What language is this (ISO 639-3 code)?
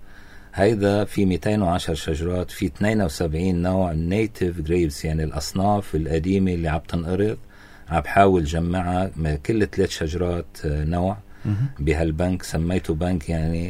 apc